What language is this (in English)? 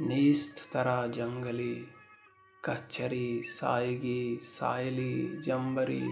Baluchi